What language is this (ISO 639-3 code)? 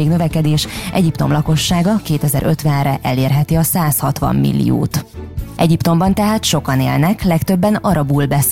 hun